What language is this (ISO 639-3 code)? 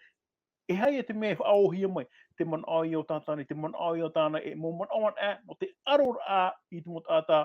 tah